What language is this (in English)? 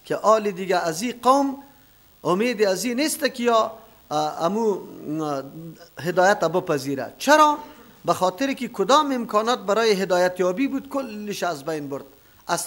Persian